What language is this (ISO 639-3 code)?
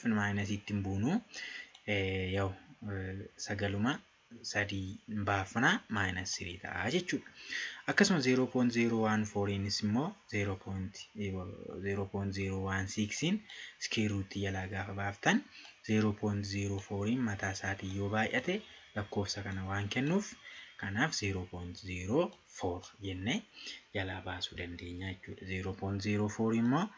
orm